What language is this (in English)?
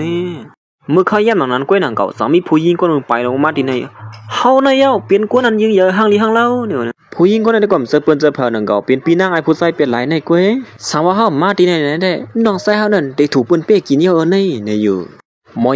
Shan